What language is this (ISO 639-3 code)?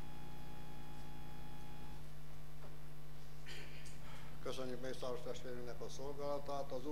hun